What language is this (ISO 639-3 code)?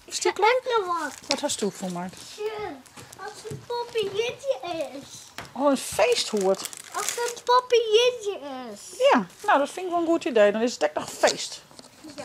fry